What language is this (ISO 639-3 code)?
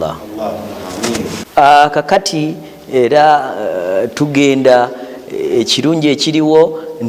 lug